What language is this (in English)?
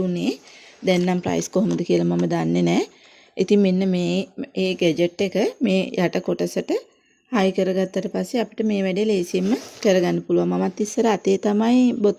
Sinhala